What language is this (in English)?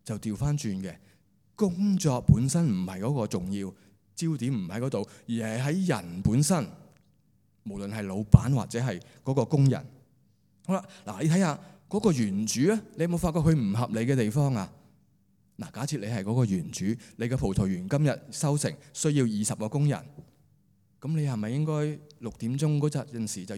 Cantonese